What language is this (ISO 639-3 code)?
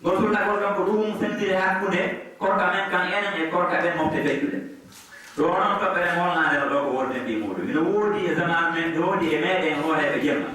ful